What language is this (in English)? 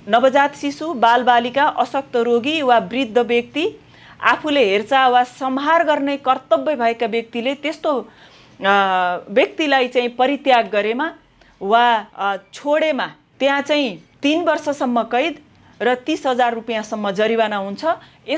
Nepali